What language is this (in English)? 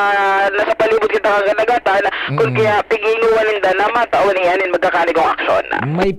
Bikol